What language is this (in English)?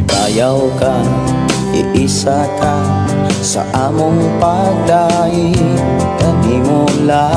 Cebuano